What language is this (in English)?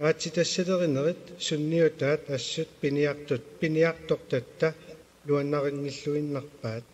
Kalaallisut